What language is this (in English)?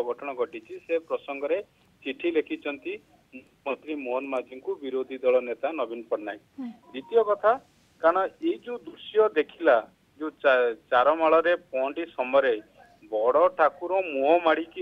Odia